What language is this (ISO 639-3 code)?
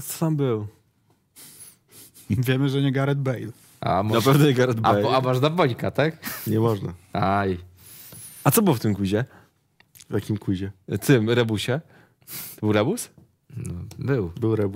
pol